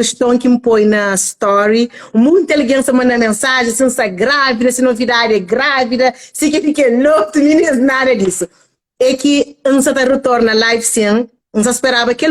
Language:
Kabuverdianu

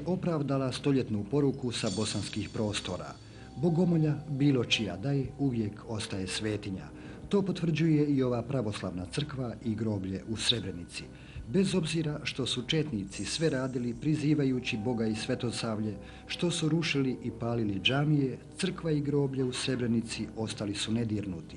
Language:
Bosnian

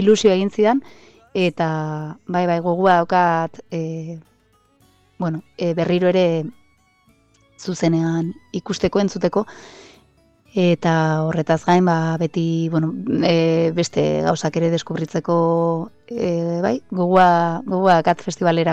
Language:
Basque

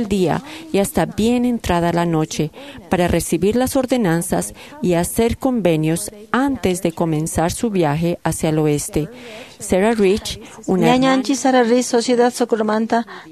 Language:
Quechua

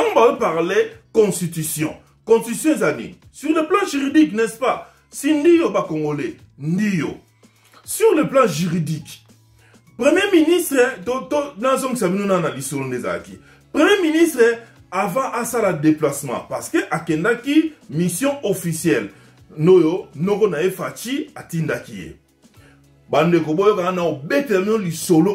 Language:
Lingala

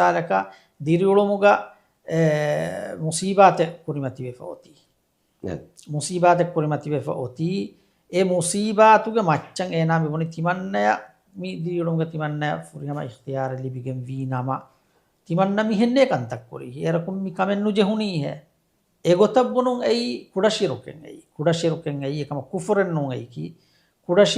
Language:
Divehi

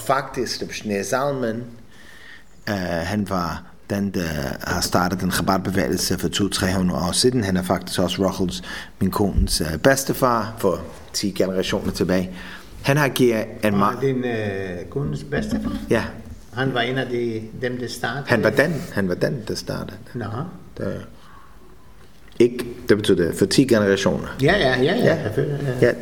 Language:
Danish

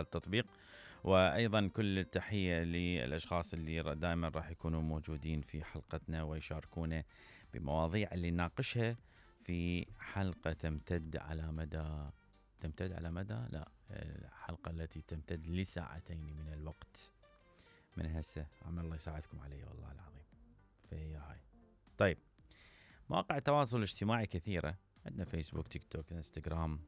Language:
Mesopotamian Arabic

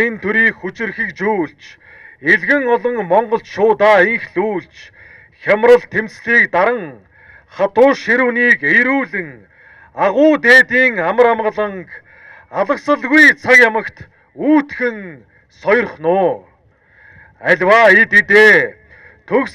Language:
Mongolian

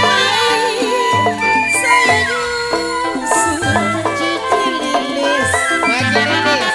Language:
Betawi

